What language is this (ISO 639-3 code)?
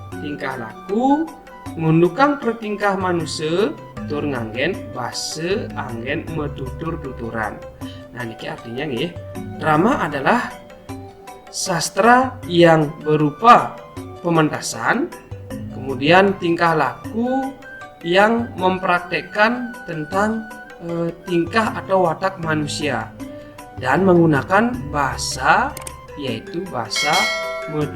ban